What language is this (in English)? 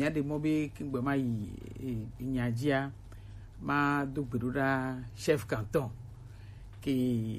Gen